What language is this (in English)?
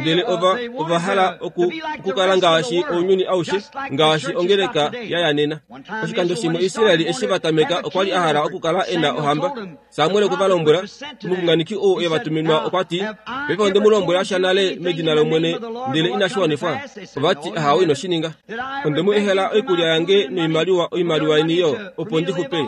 Kuanyama